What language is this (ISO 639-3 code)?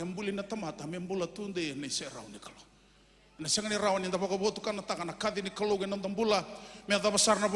fij